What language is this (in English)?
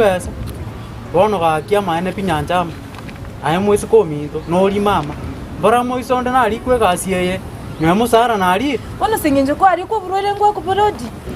Gusii